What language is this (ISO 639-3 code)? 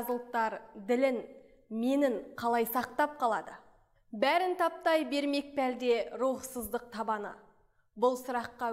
kaz